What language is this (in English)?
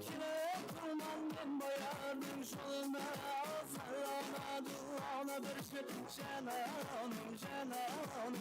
Kara-Kalpak